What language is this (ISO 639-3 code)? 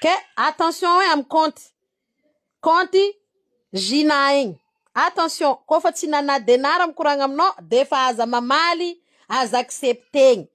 mlg